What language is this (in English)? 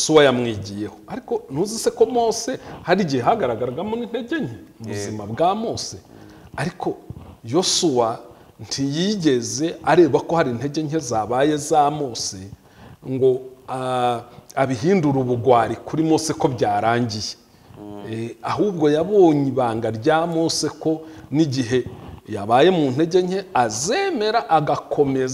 Kinyarwanda